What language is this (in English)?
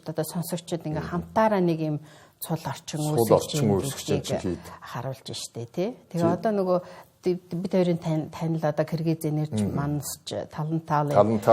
Mongolian